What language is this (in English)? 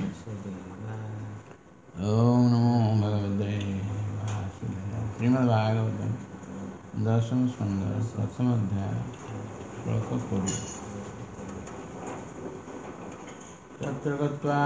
Odia